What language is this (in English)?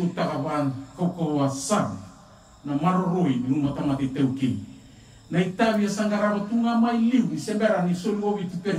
Fijian